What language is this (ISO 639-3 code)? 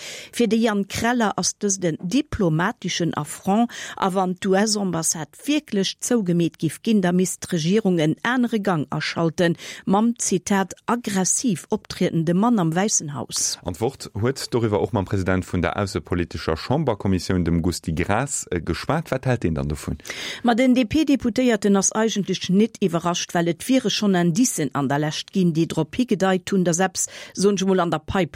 ltz